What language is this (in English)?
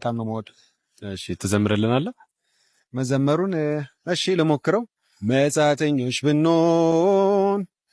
Amharic